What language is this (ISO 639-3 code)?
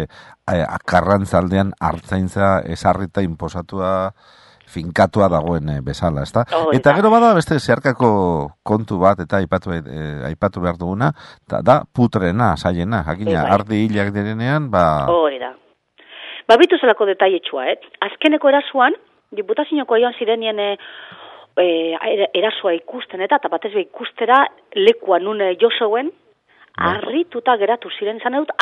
eus